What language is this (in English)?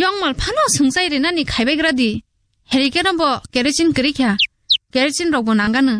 Kok Borok